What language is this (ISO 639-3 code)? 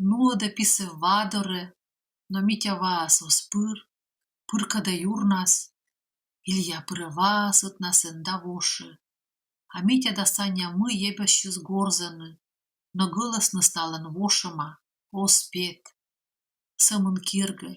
kom